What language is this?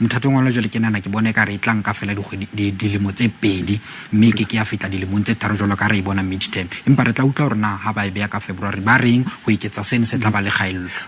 Southern Sotho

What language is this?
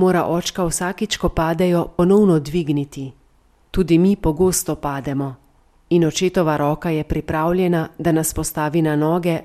Slovenian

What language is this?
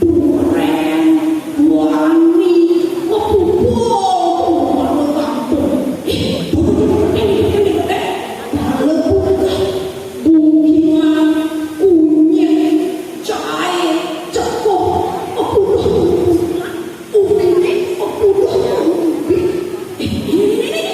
Balinese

